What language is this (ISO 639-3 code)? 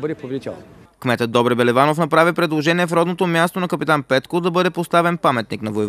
bul